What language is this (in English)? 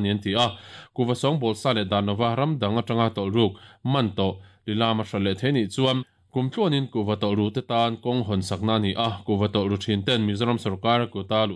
Mizo